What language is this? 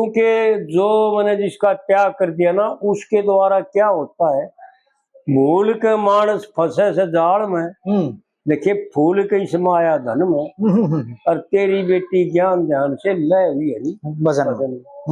Haryanvi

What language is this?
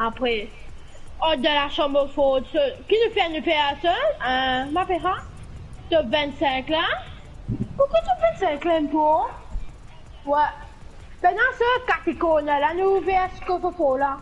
Morisyen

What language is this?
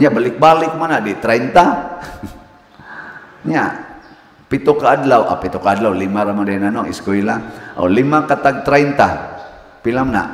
Cebuano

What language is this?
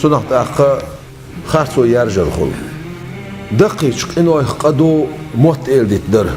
Chechen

